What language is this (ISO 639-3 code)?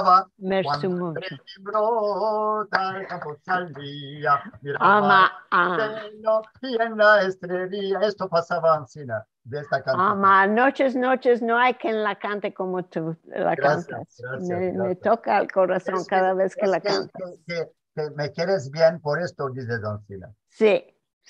lad